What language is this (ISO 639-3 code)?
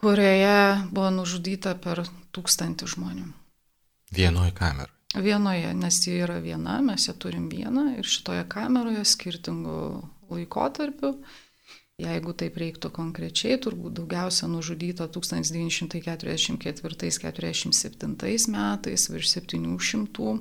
lit